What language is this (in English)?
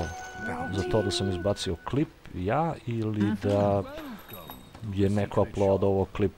Serbian